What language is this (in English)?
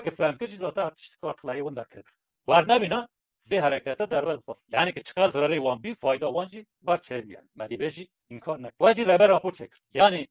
Kurdish